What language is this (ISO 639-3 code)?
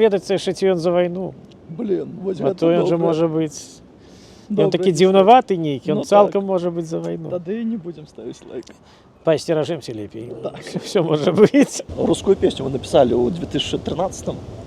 bel